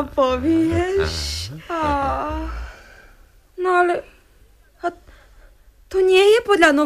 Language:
Slovak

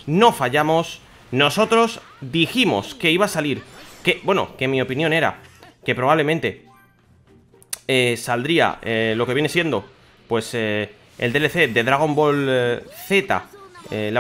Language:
Spanish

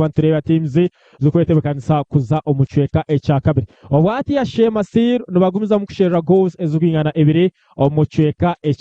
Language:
Nyankole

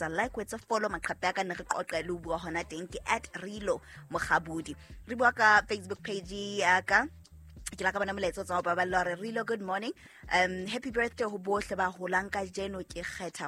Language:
Southern Sotho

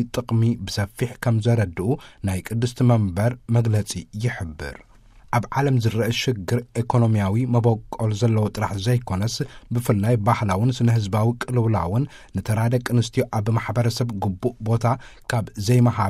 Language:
Tigrinya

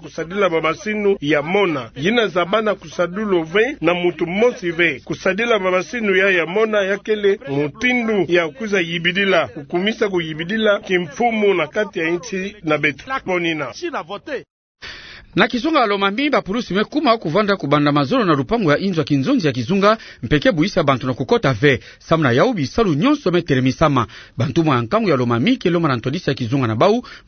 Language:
Kituba (Democratic Republic of Congo)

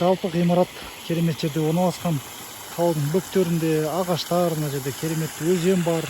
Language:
Kazakh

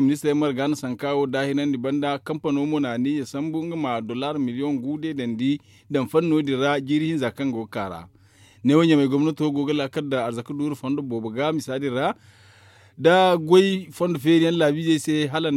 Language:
Zarma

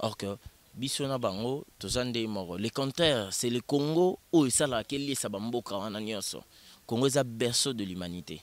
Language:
Lingala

